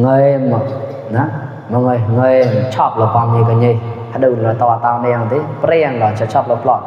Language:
Mon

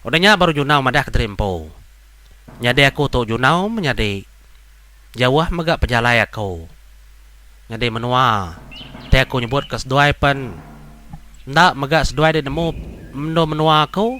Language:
Iban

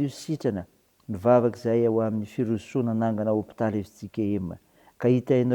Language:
Malagasy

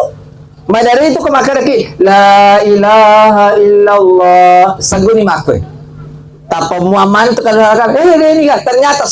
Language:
Buginese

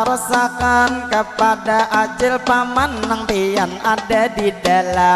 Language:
Banjar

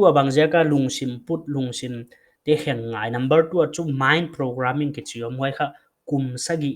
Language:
Paite Chin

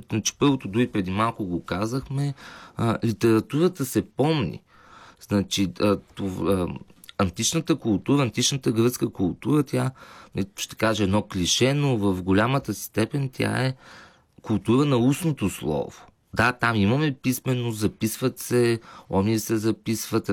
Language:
Bulgarian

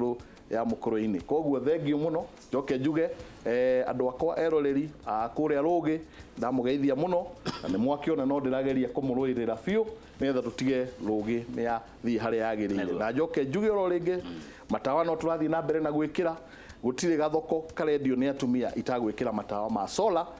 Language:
Kikuyu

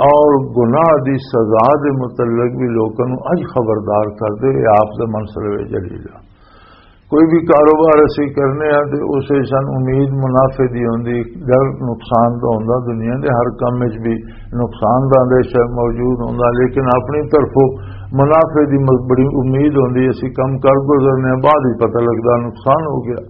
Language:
Western Panjabi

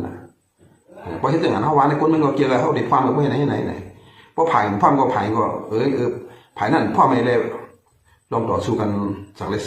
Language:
Shan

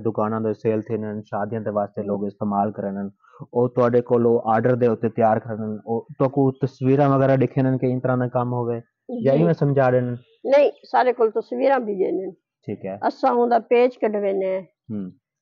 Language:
Saraiki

